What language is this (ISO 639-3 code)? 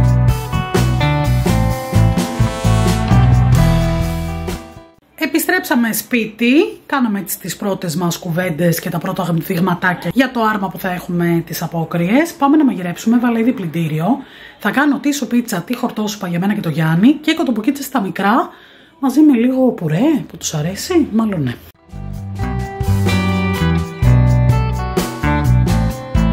ell